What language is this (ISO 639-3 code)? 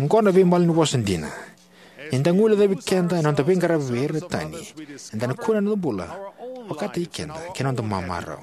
fij